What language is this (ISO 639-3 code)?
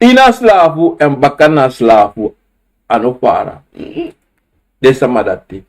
srn